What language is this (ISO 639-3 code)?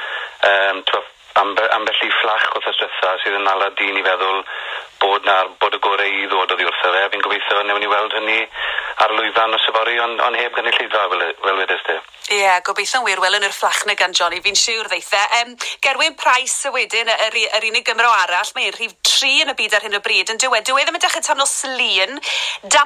cym